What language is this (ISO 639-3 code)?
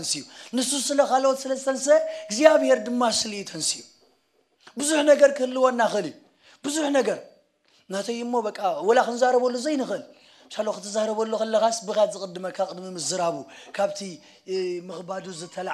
tir